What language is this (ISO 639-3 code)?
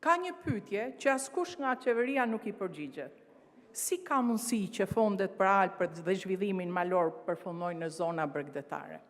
sqi